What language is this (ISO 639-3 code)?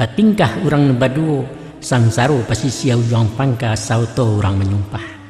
min